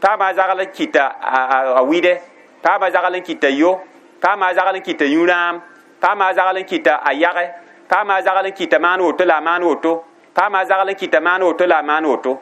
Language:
Mossi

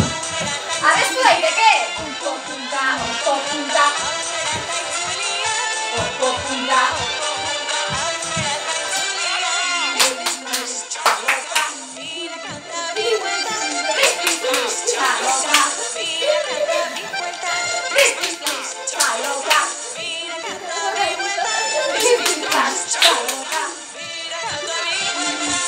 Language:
Basque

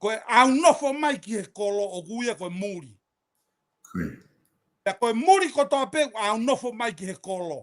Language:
Tongan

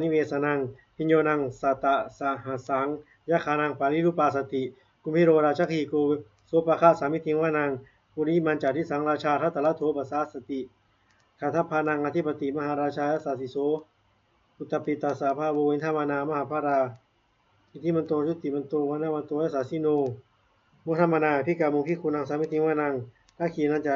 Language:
Pali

